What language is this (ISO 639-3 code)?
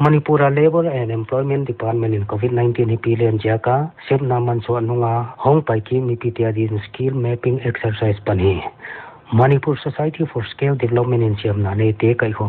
pck